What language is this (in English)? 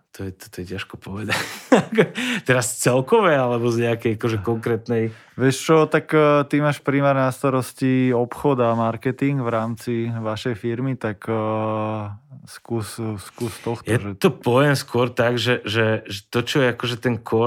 Slovak